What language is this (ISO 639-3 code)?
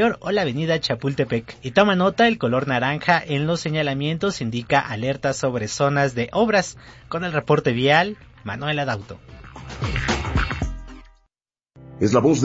spa